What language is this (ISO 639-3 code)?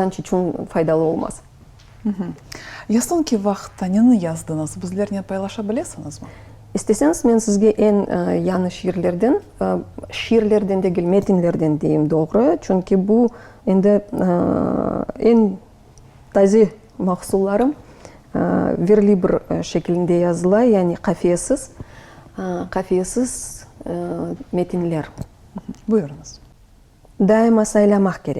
crh